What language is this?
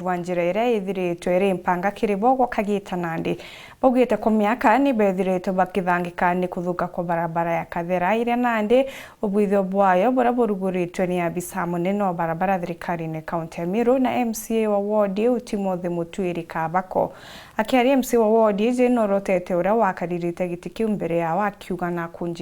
Meru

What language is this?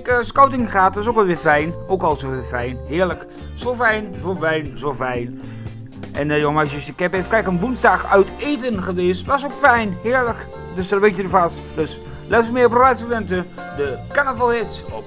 Dutch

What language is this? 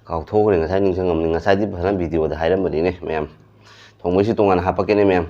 Manipuri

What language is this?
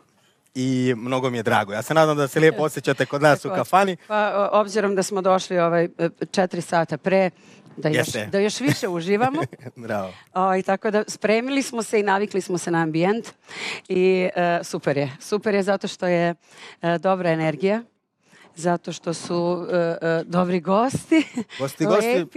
Serbian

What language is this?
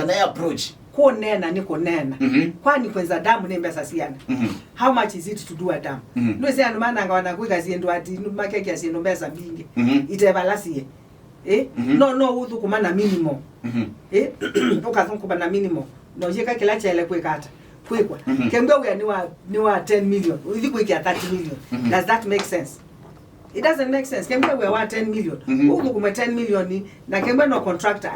Kamba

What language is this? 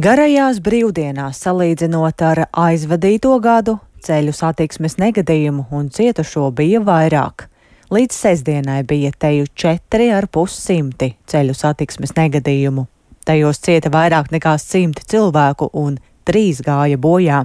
Latvian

